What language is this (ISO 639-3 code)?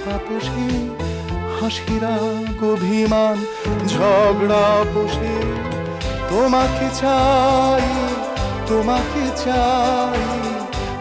ben